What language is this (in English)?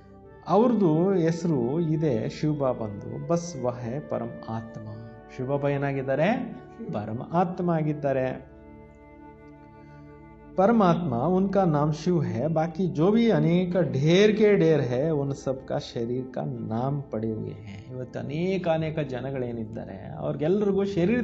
Kannada